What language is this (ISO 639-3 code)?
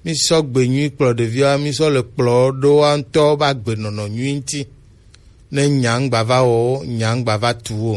gej